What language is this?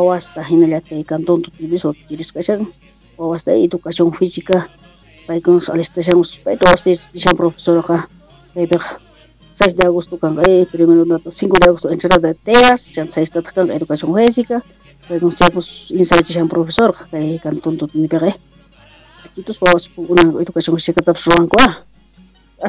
South Bolivian Quechua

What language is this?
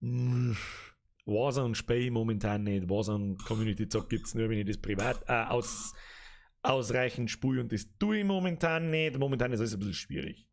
Bavarian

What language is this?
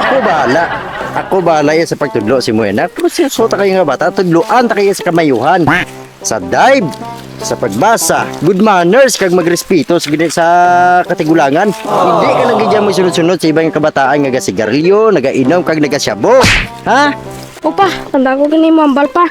Hiligaynon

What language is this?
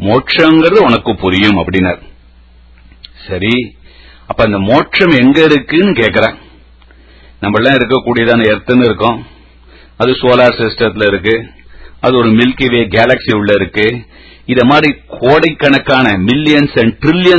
Tamil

